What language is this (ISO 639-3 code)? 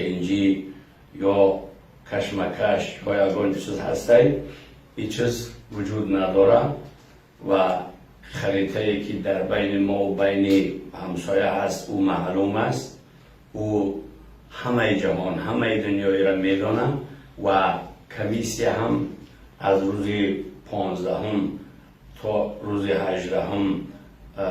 tgk